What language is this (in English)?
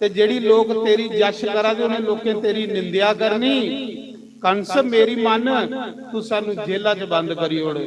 Dogri